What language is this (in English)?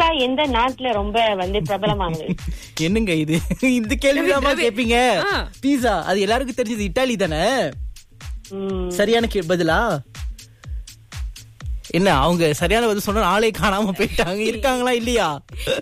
Tamil